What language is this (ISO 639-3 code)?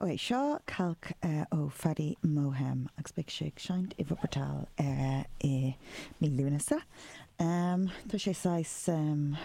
gle